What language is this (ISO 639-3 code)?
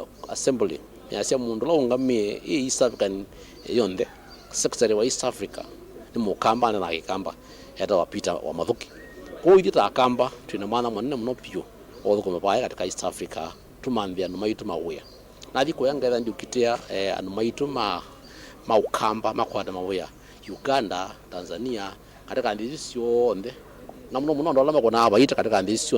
kam